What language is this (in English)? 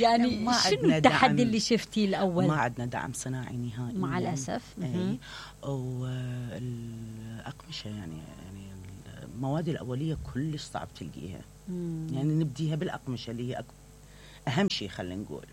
Mesopotamian Arabic